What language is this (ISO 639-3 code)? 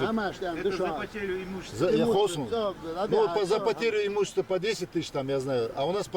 inh